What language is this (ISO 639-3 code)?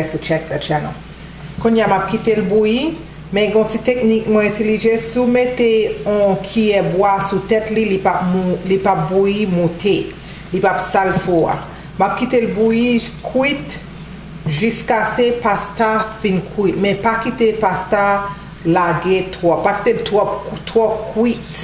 hat